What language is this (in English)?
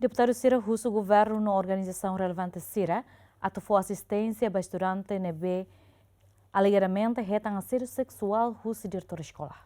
Tetum